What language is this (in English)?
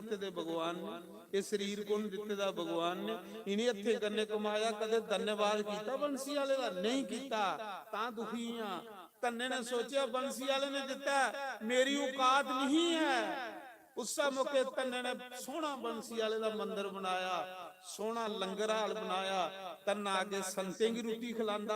Dogri